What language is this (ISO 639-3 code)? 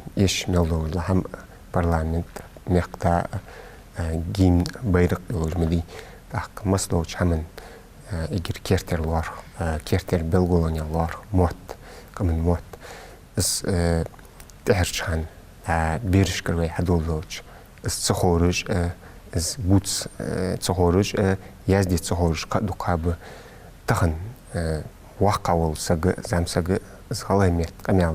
inh